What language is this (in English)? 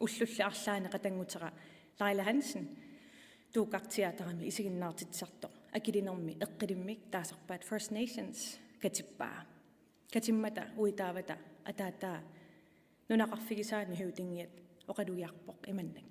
Kalaallisut